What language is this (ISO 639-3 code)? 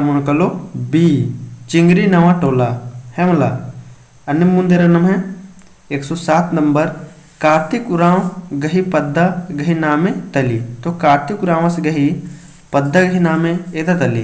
kru